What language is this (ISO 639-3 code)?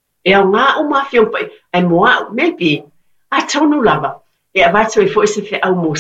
smo